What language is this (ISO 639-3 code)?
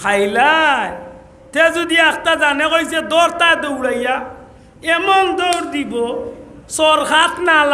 syl